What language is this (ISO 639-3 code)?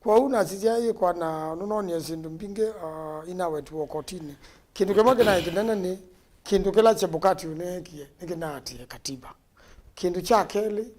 kam